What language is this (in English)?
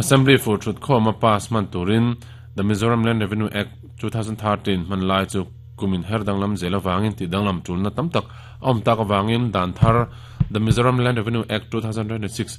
Mizo